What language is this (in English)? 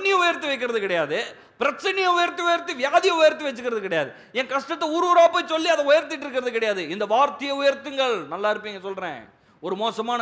Tamil